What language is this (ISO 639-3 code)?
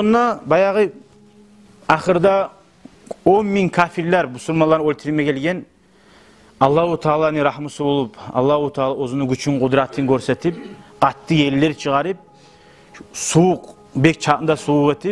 kum